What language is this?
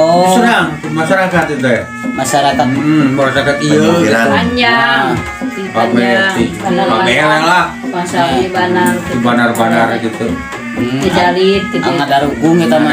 Sundanese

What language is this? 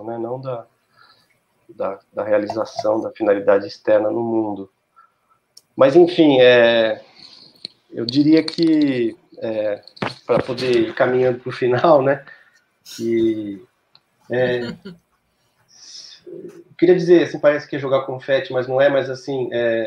Portuguese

